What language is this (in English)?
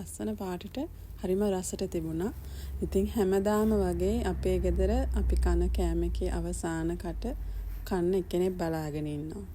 Sinhala